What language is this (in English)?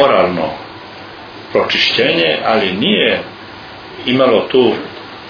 Croatian